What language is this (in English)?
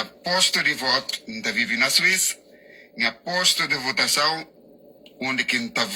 Kabuverdianu